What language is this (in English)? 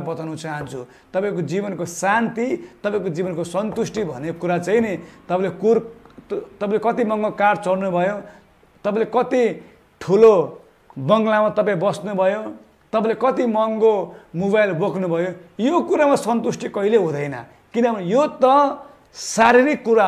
Nepali